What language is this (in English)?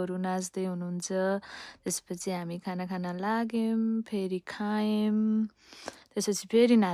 Nepali